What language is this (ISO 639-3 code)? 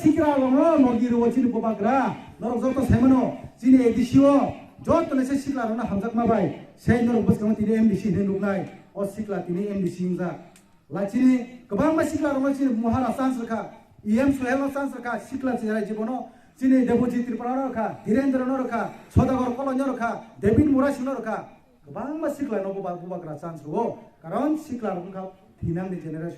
trp